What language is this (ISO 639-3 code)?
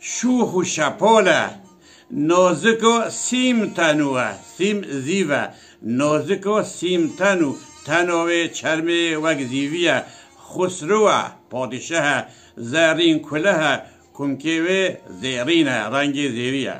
kur